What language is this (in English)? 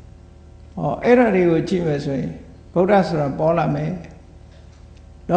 Burmese